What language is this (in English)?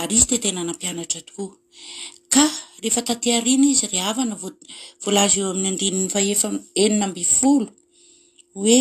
Malagasy